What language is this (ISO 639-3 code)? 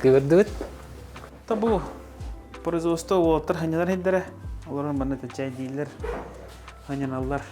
sah